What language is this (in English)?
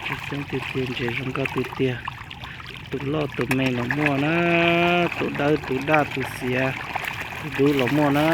Hmong